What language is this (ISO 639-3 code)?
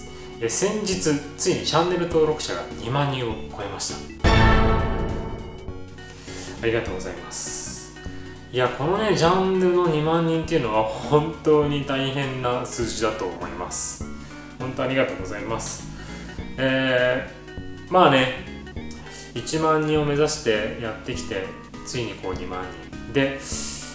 jpn